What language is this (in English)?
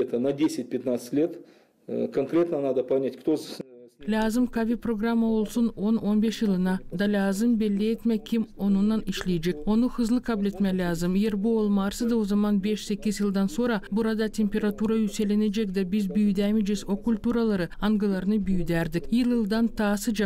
Gagauz